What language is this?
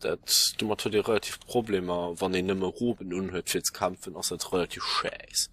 Luxembourgish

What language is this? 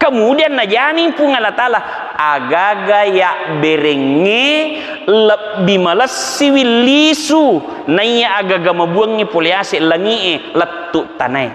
Buginese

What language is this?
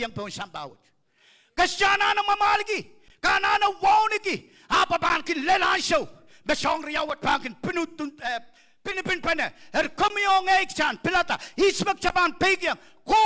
Pohnpeian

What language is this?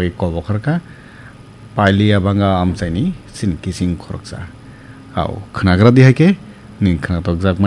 Kok Borok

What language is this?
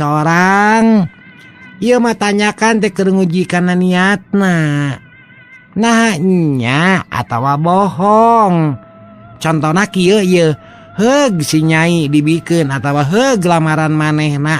Sundanese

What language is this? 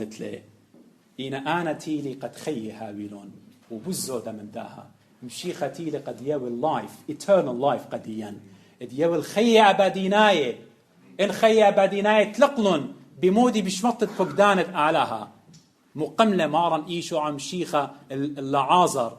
Assyrian Neo-Aramaic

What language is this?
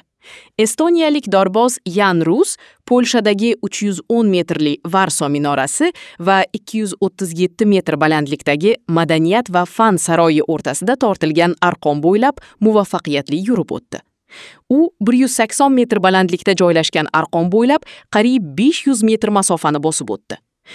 Uzbek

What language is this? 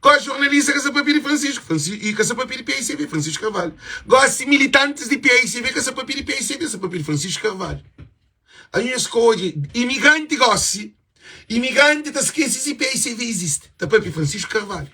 Kabuverdianu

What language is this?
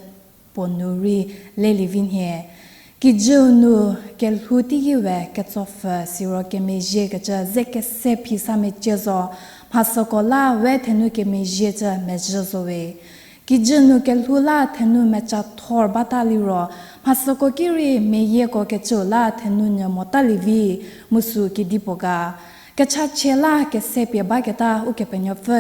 Angami Naga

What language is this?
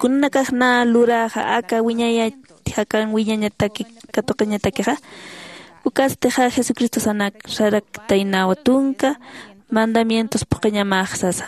Aymara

